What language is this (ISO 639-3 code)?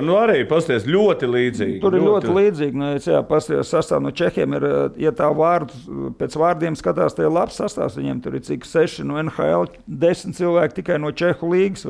lav